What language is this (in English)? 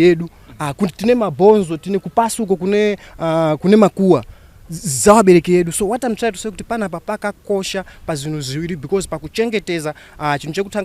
Shona